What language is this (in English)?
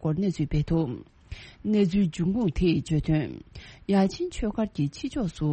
Tibetan